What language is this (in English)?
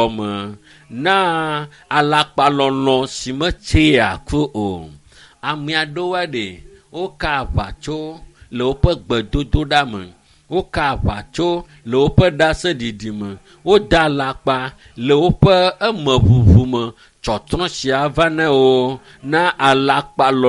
Ewe